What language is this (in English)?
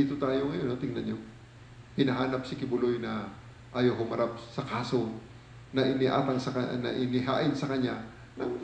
Filipino